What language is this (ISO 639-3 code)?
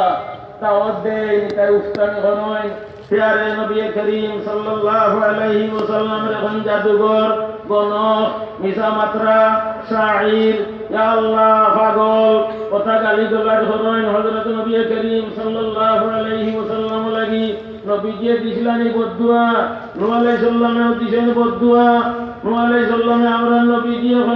syl